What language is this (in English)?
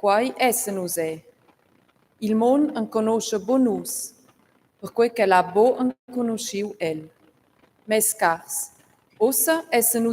Romansh